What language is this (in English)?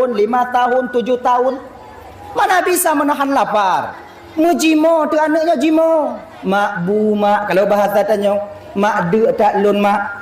Achinese